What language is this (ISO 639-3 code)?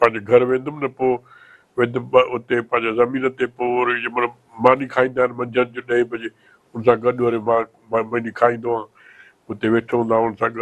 snd